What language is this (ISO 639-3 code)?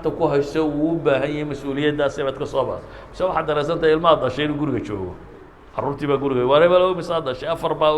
som